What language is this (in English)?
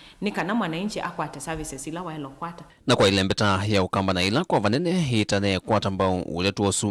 Kamba